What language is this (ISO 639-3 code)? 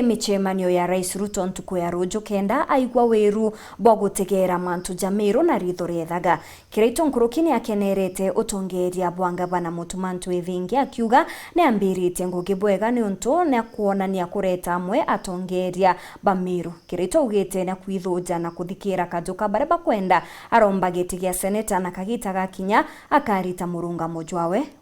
mer